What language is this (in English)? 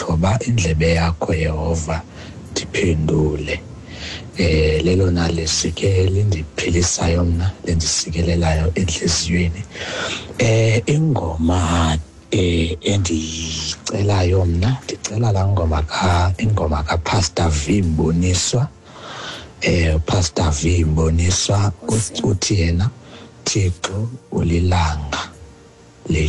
Xhosa